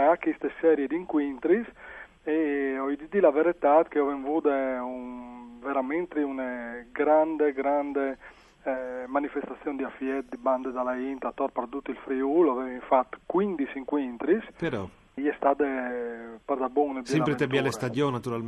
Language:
Friulian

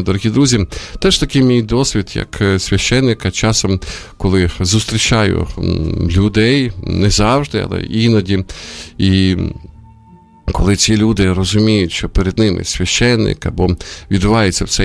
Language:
Ukrainian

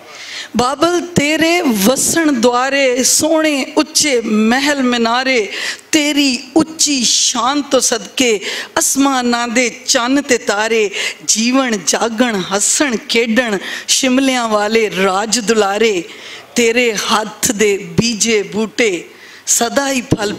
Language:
Western Panjabi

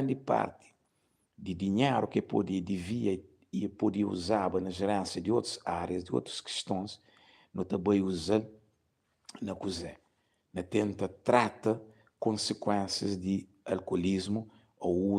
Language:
Kabuverdianu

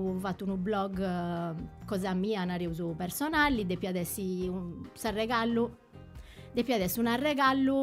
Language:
Sardinian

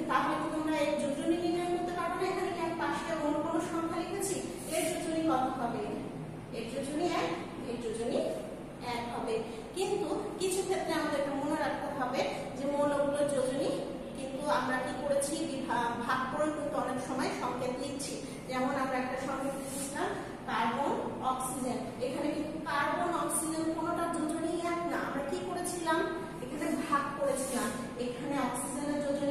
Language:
Bangla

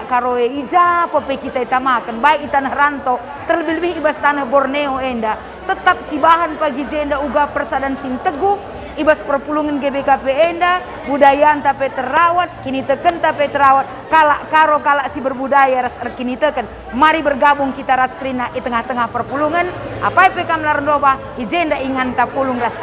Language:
Batak Karo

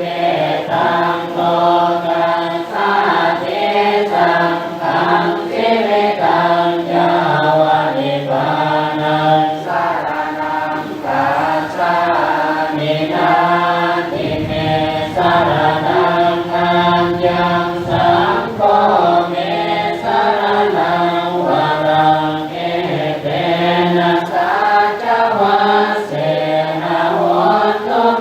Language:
Pali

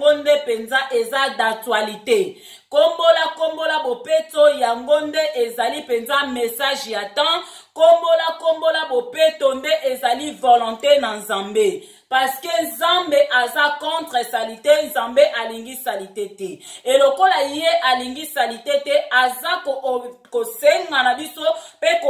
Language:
Lingala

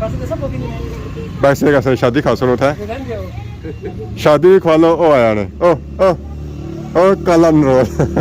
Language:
Pahari-Potwari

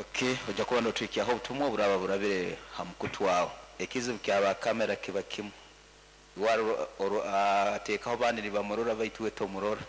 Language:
Nyoro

